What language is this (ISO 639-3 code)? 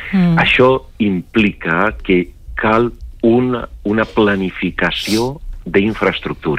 cat